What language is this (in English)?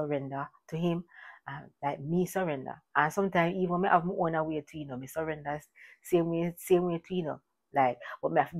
Jamaican Creole English